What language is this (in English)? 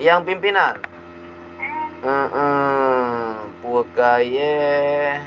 Achinese